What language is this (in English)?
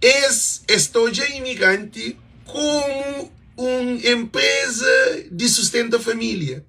Kabuverdianu